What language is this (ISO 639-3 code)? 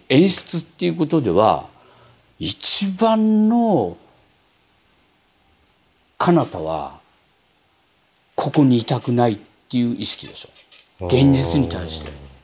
jpn